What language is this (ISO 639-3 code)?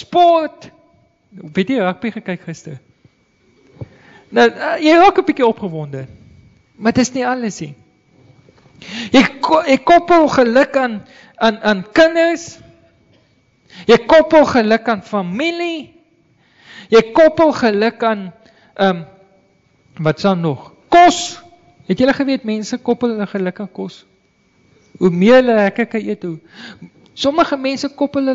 afr